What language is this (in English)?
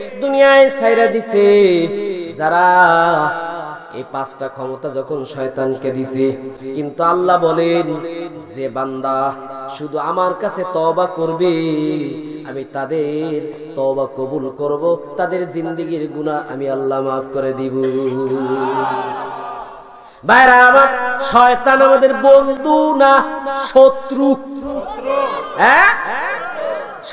Bangla